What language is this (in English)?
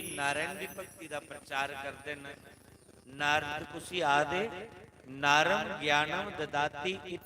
Dogri